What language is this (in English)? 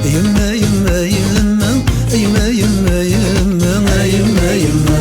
Kabyle